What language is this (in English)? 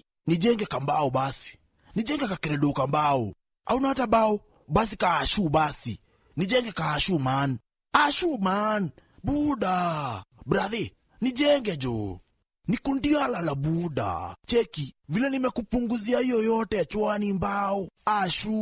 Meru